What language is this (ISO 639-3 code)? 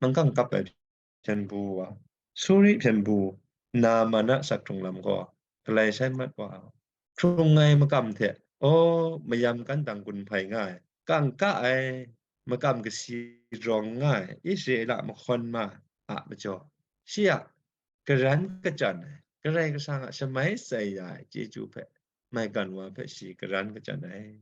kac